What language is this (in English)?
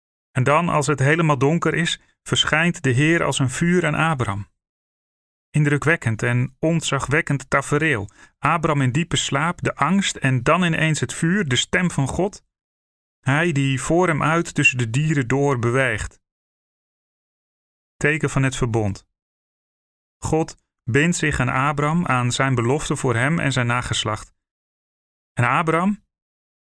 Dutch